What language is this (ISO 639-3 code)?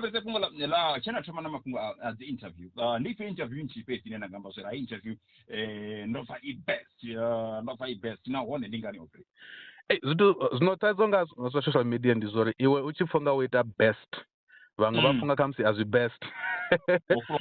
ven